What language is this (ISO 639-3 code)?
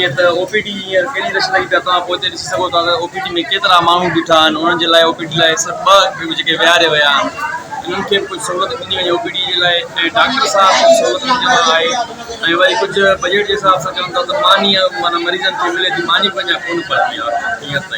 snd